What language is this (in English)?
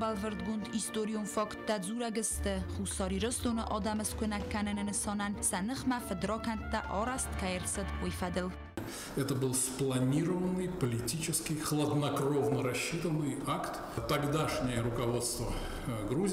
Ossetic